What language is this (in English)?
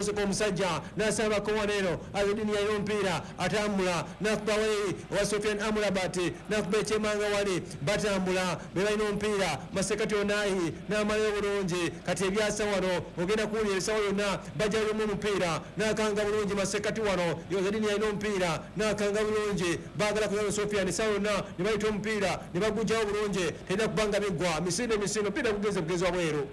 Ganda